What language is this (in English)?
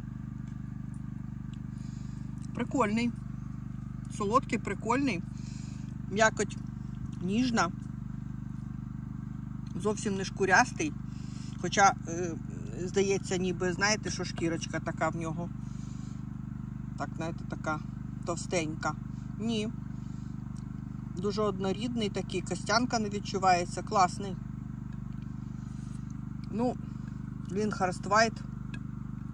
Ukrainian